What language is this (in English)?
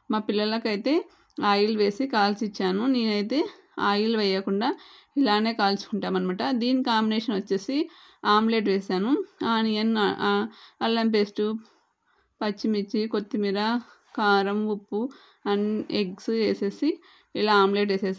Telugu